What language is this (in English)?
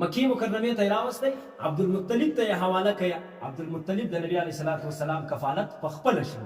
Pashto